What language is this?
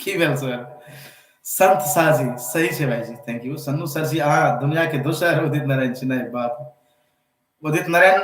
Maithili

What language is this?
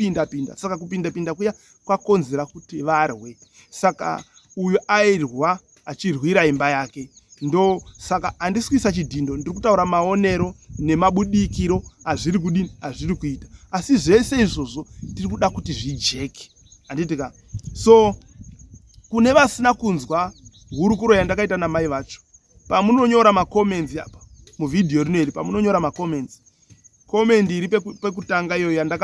Shona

